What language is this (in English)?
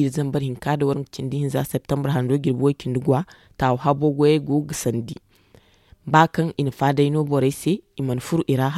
Zarma